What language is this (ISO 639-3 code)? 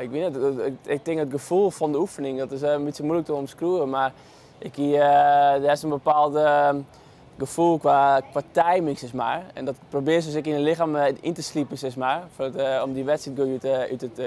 fry